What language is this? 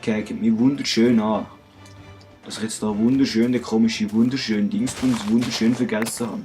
Swiss German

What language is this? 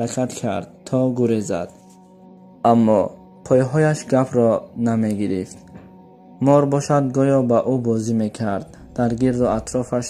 Tajik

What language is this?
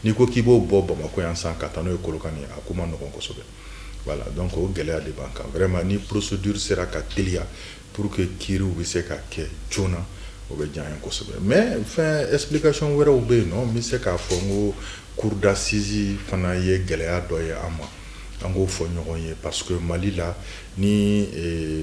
Bambara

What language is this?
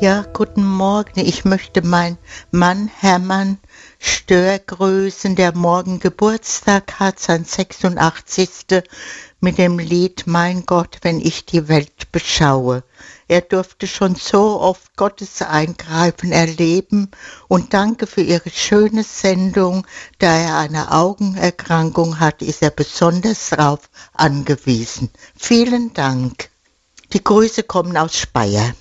German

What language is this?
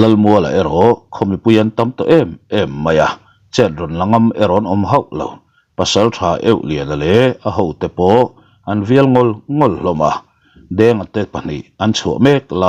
Mizo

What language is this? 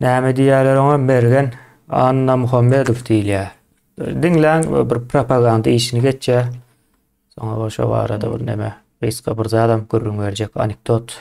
Turkmen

